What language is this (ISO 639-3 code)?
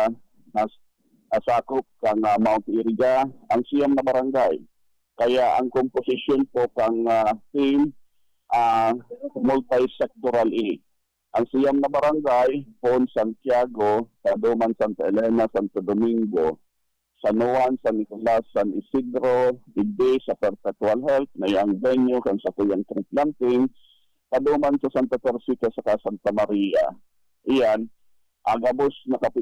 bik